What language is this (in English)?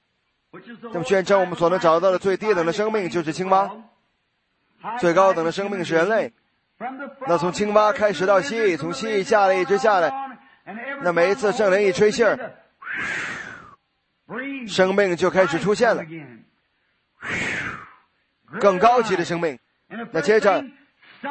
Chinese